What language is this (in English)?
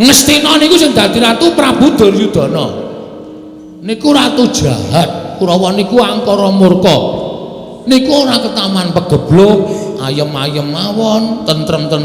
Javanese